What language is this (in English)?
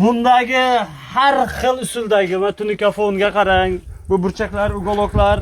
Uzbek